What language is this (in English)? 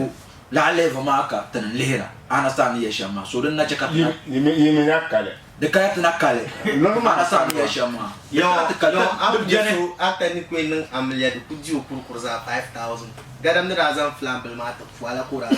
Dagbani